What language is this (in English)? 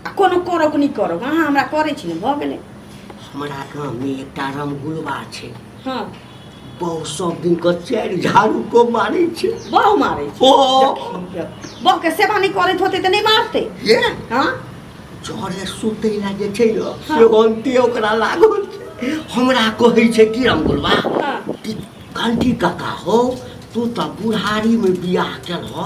Maithili